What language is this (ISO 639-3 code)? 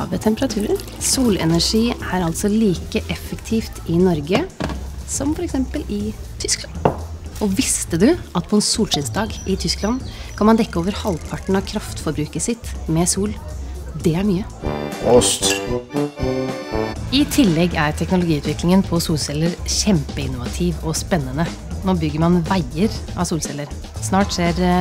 nor